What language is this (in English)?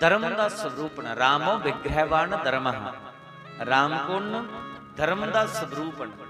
Dogri